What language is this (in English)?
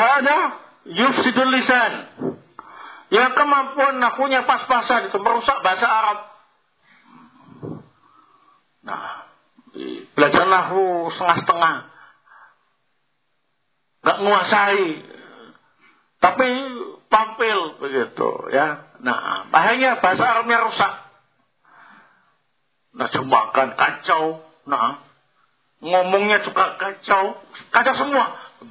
Indonesian